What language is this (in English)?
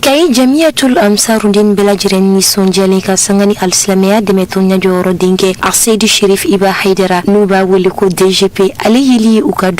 Bambara